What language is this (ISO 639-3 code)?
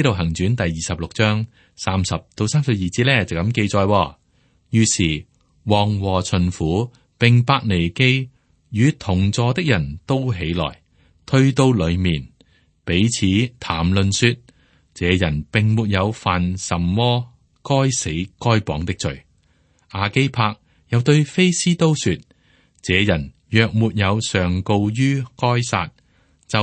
yue